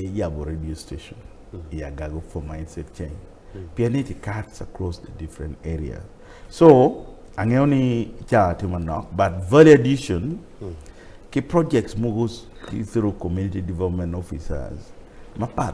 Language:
Acoli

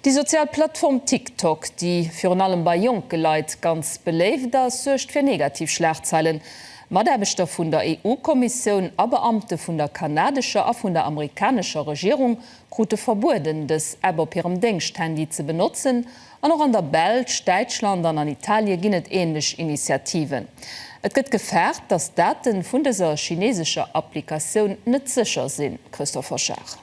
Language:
Luxembourgish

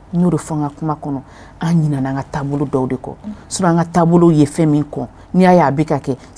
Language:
Bambara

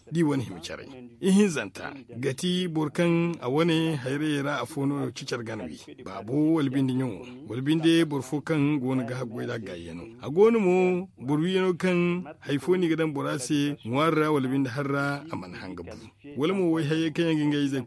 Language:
Zarma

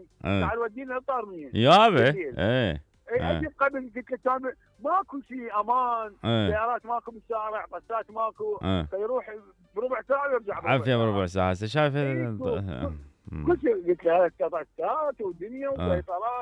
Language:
Mesopotamian Arabic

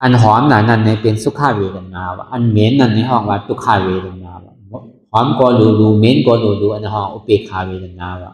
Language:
Shan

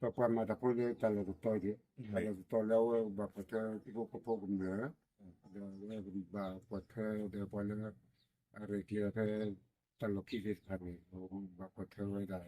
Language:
S'gaw Karen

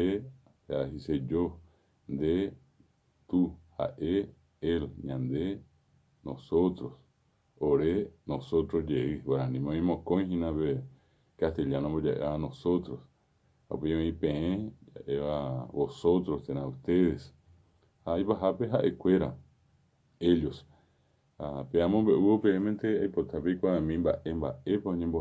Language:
Guarani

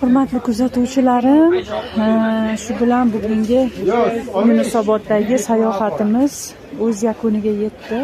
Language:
Uzbek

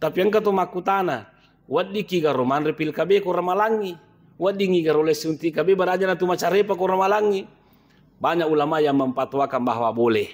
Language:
Buginese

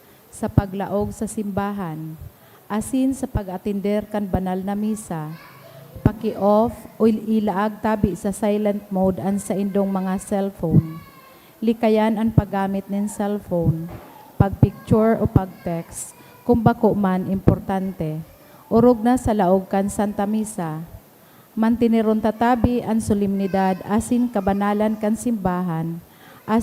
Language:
Bikol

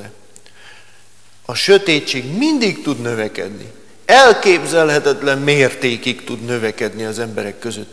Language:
Hungarian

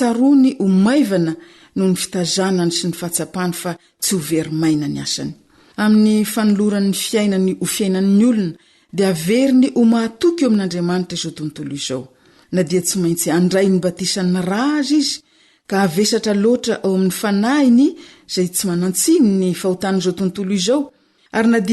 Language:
Malagasy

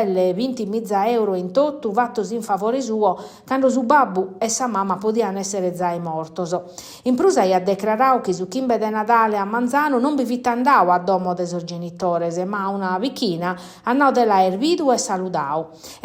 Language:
Sardinian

